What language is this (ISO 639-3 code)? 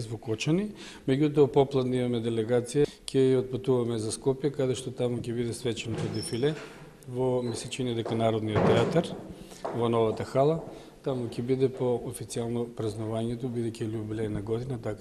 mkd